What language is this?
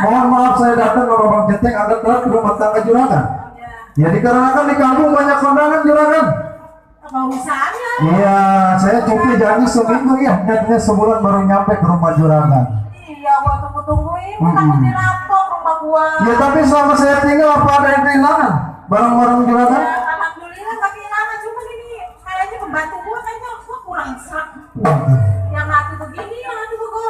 Betawi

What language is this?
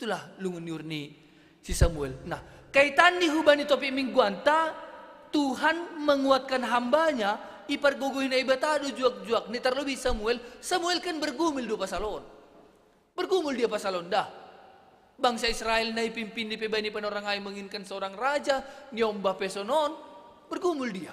Batak Simalungun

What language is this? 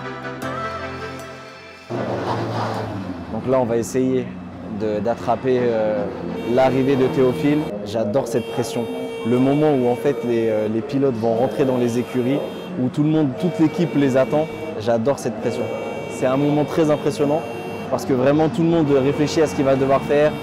French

